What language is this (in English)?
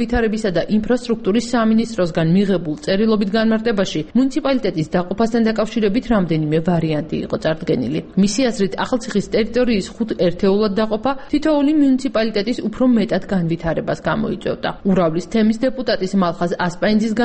Georgian